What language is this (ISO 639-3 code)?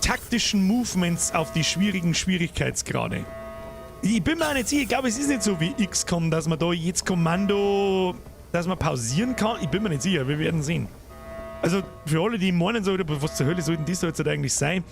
bar